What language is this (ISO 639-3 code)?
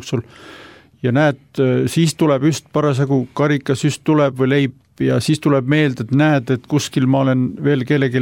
est